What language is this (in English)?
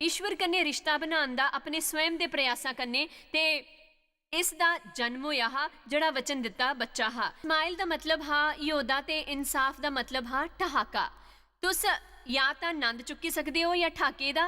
Dogri